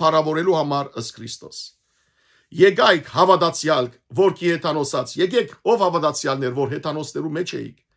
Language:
Western Armenian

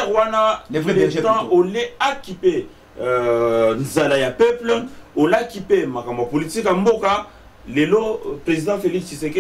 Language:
Lingala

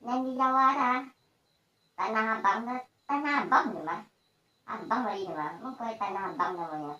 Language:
Minangkabau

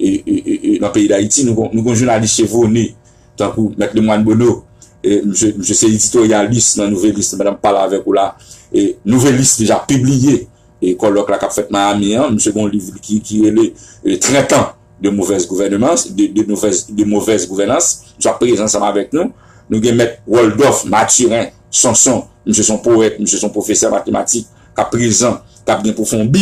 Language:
Haitian Creole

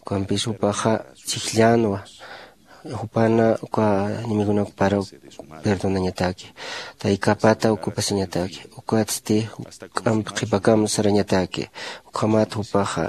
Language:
Aymara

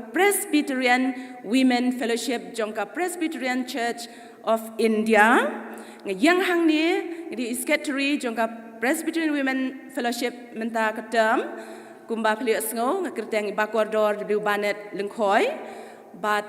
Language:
Khasi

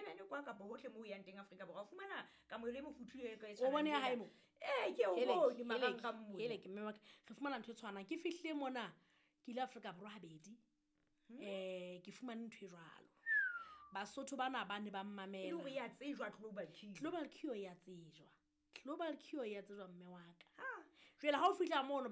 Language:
Southern Sotho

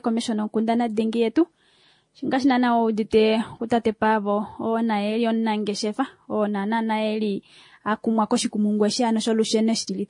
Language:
Kuanyama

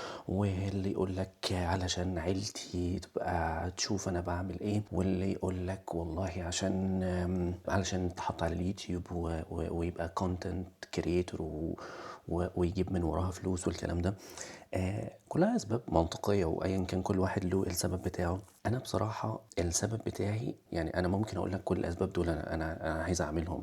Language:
Egyptian Arabic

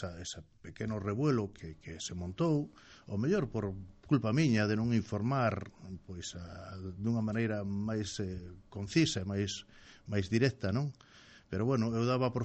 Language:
Galician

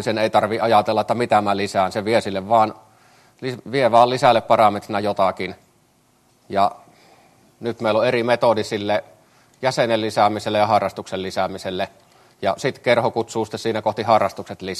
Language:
Finnish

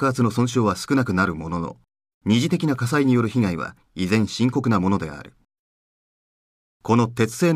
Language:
Japanese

